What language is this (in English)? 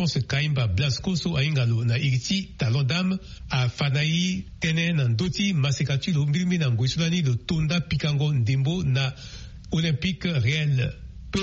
Sango